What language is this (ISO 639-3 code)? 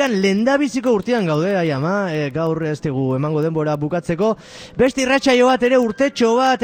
eus